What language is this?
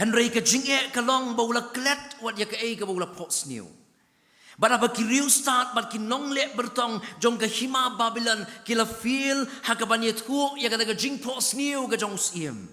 Khasi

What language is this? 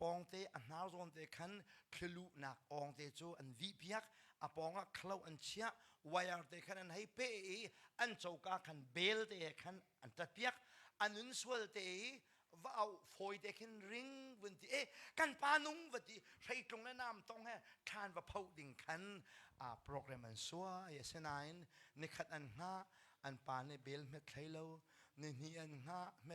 Hakha Chin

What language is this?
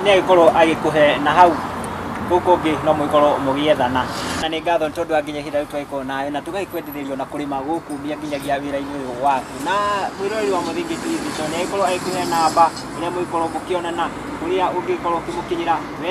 Kikuyu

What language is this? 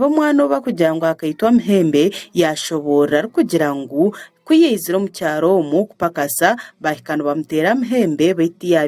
Nyankole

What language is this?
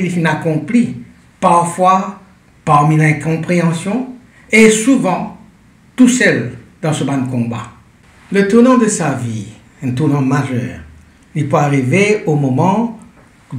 Morisyen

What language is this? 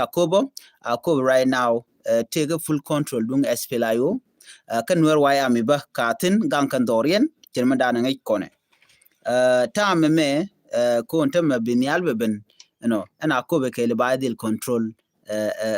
Nuer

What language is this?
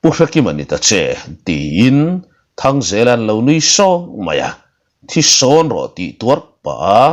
Mizo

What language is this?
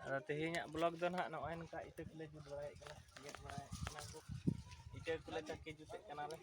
Santali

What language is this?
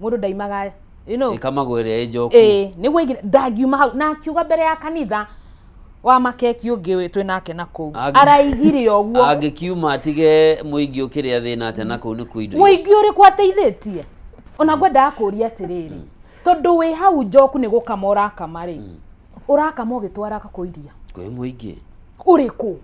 Kikuyu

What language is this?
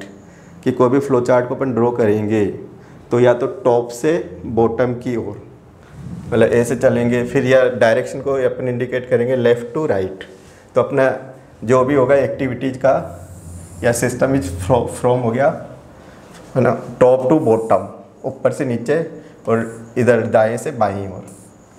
Hindi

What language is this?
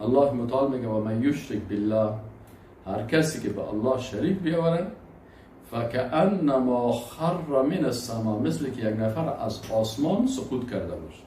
Persian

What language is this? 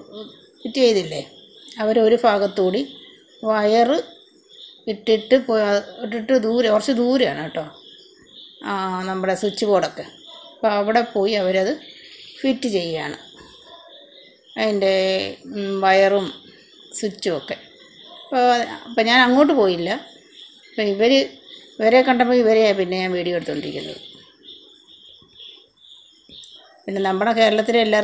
Malayalam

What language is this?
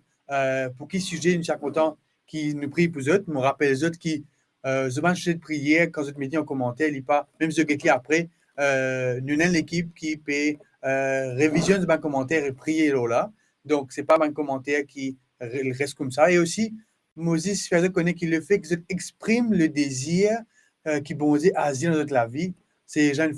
Morisyen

